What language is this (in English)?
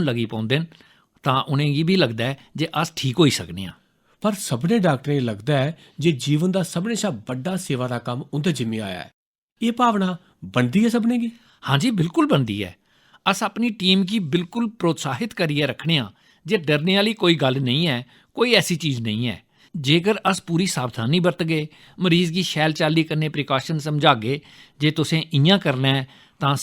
Dogri